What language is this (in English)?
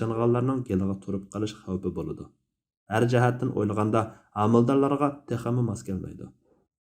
Uyghur